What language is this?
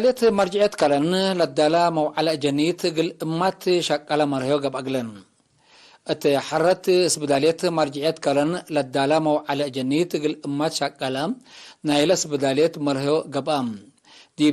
Tigre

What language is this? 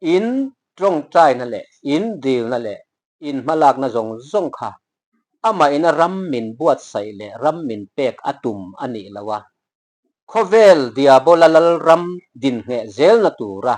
Mizo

